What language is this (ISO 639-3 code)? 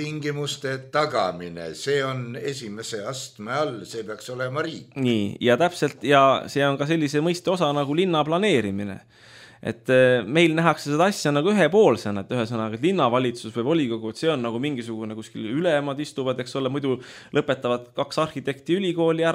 est